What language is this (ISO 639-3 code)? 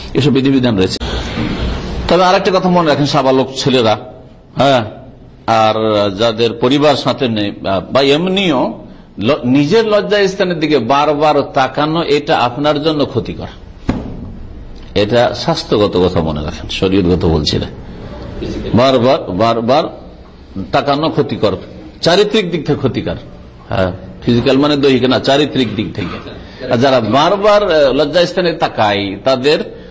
ben